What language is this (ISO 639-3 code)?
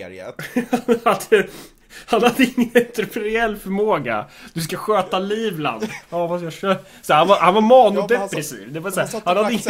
swe